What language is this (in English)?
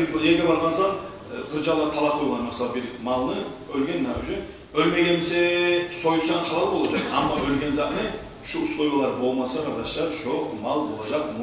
Kumyk